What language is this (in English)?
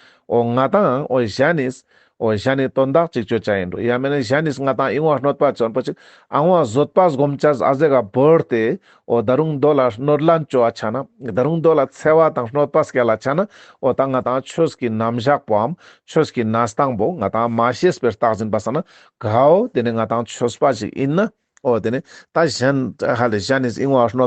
Ladakhi